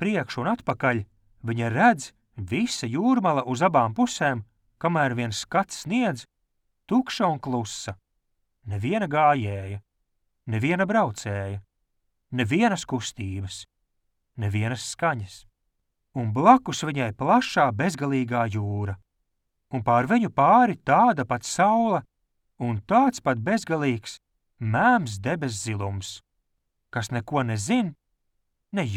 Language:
Latvian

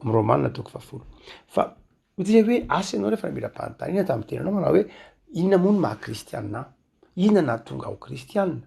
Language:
Malagasy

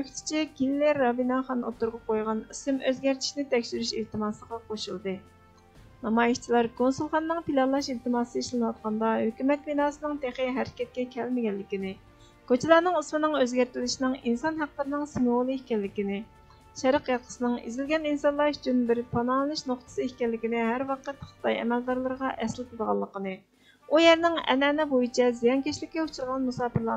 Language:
Uyghur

